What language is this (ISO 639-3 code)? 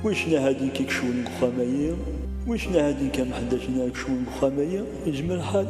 kab